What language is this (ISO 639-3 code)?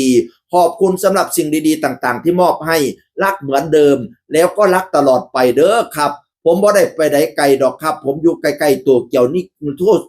tts